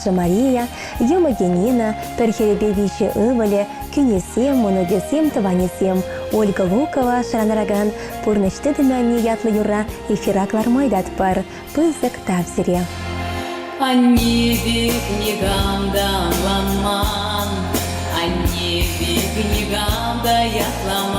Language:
Chuvash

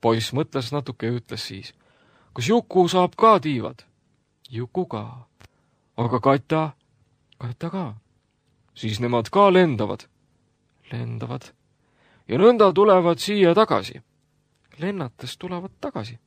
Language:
Estonian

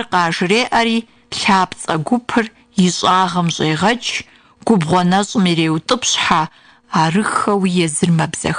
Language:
Kabardian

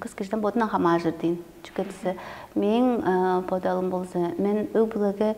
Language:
Tuvinian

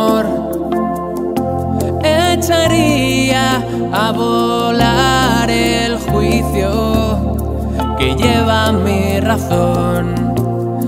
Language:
Spanish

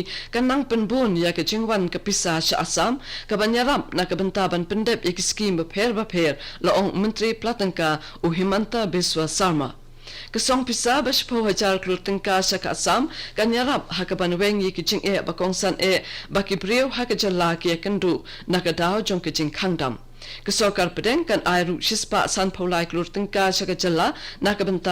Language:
Khasi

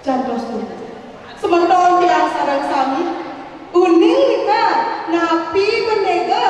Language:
Balinese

